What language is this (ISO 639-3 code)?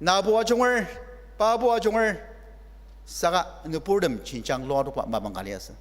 njo